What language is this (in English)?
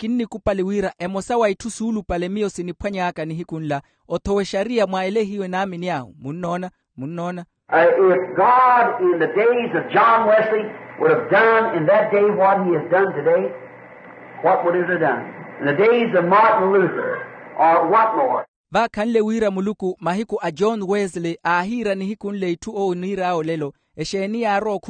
Makhuwa